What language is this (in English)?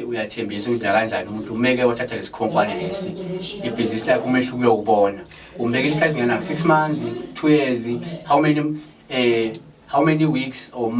Zulu